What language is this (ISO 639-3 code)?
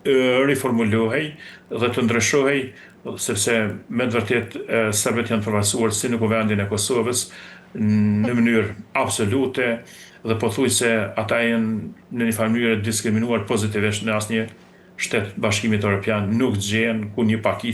sqi